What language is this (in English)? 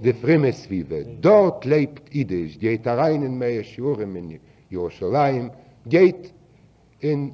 Yiddish